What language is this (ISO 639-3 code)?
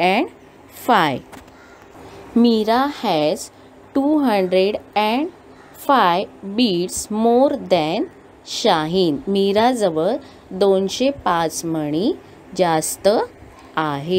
mar